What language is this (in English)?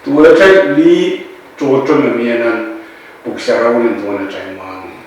Pohnpeian